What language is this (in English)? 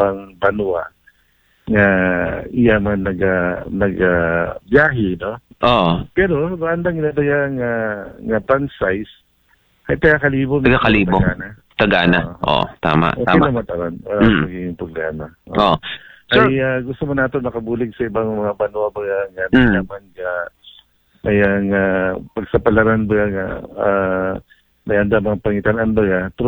Aklanon